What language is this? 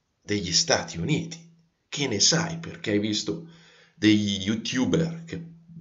Italian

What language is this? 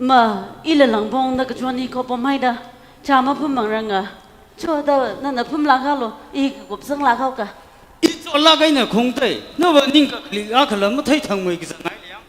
Tangkhul Naga (India)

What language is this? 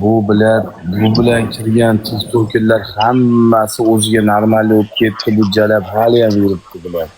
Uzbek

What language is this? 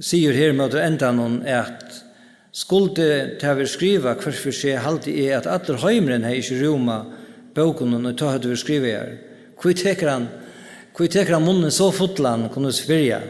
Faroese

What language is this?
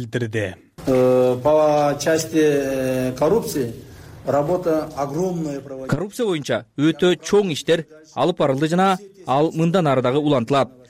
Kyrgyz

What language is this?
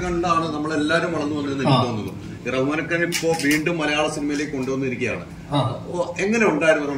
Malayalam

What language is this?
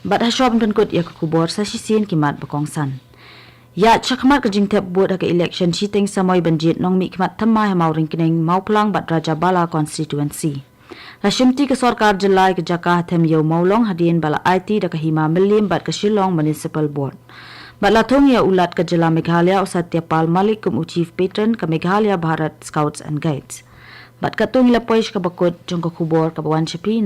Khasi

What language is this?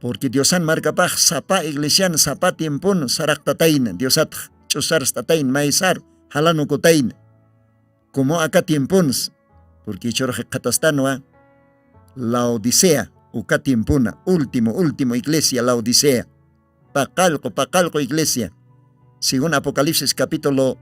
Aymara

